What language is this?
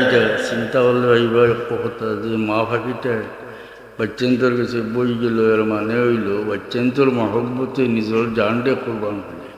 Sylheti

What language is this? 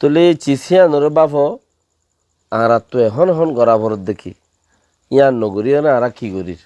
Rohingya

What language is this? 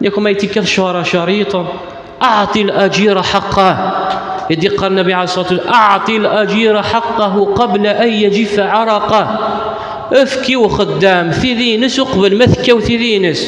Kabyle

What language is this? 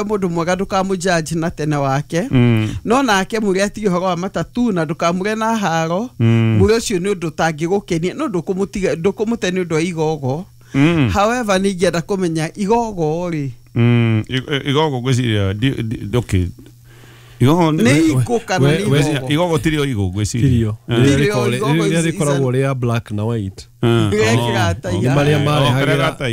Kikuyu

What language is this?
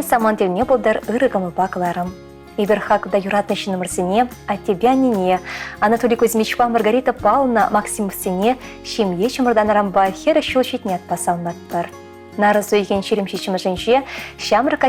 Chuvash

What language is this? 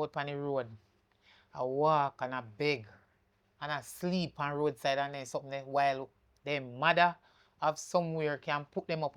Jamaican Creole English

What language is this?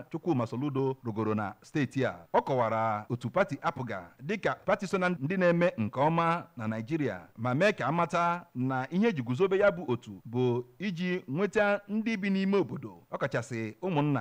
Igbo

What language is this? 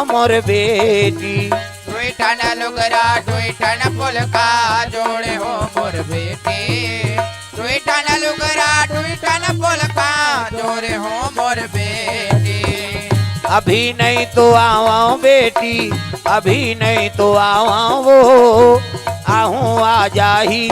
Chhattisgarhi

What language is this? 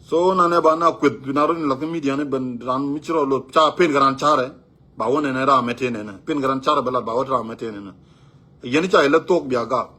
Nuer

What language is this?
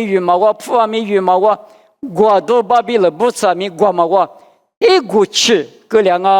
Lisu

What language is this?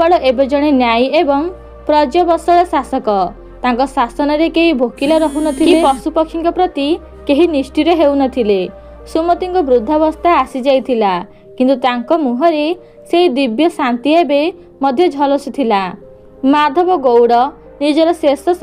Odia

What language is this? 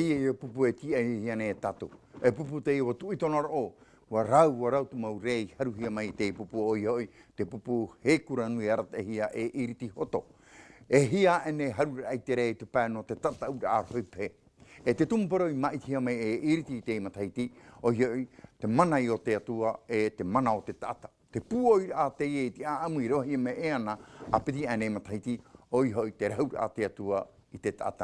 Tahitian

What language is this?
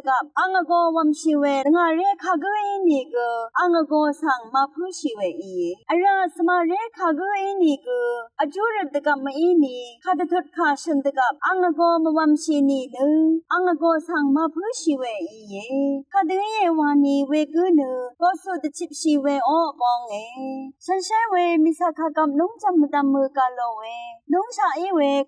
Rawang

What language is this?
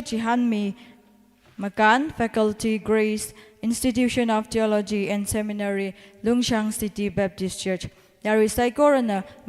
Tangkhul Naga (India)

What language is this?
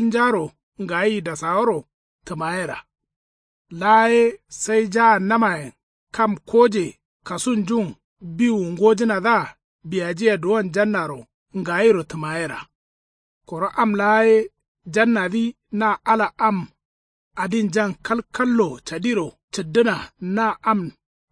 Kanuri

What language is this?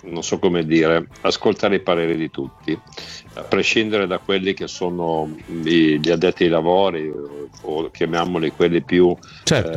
Italian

